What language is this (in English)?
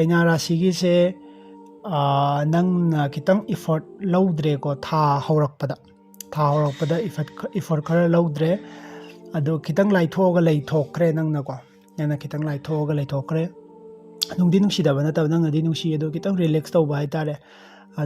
Manipuri